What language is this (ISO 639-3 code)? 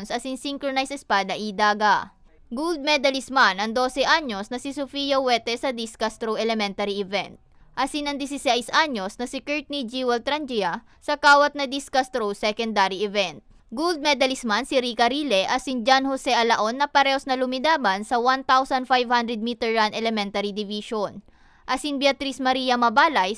bik